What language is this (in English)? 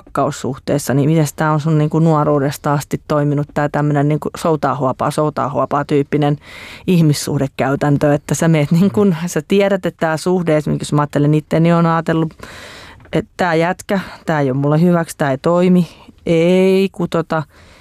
Finnish